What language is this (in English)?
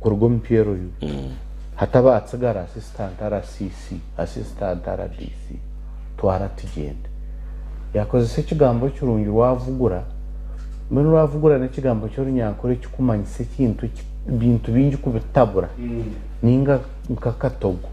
Nyankole